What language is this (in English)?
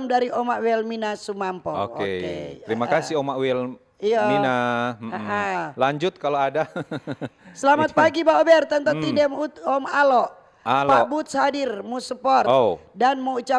Manado Malay